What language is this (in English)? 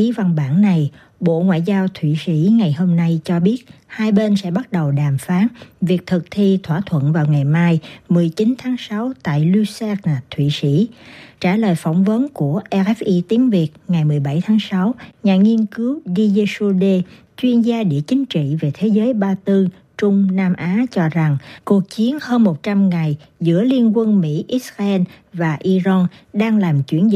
Vietnamese